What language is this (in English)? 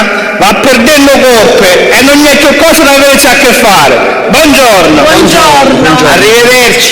Sicilian